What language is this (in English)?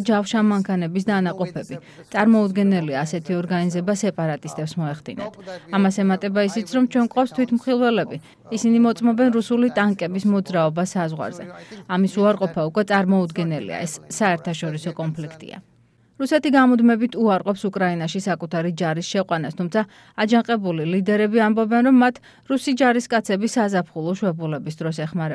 Georgian